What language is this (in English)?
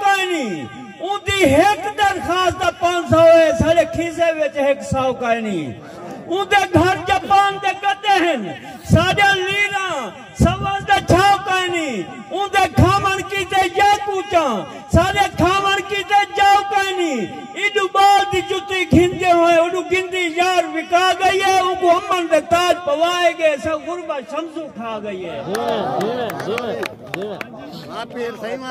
Saraiki